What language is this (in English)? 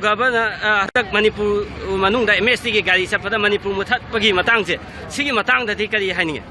Manipuri